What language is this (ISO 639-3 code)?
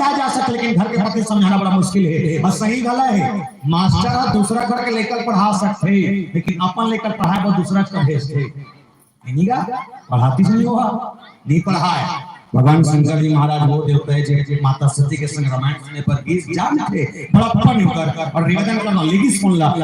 hne